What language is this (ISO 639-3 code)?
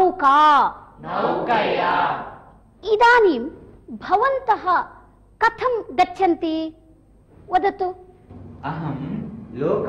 san